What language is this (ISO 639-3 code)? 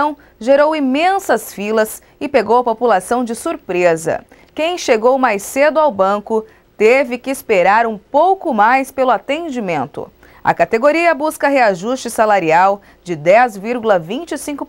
por